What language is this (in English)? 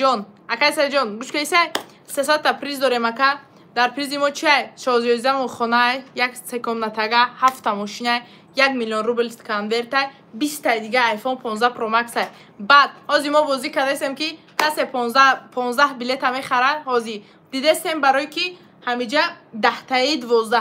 Tajik